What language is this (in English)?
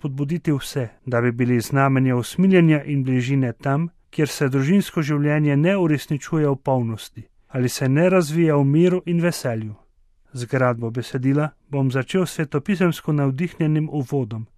Slovenian